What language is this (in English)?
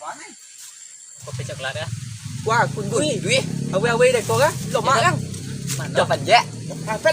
Minangkabau